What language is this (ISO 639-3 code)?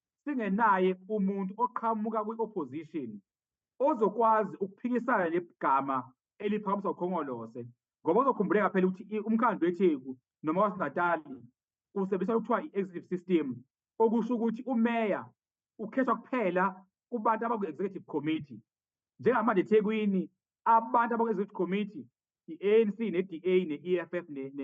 zul